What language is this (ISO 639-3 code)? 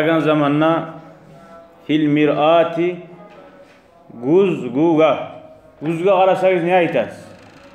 kum